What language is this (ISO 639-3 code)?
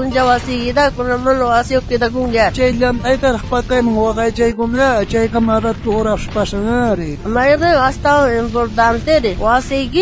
quh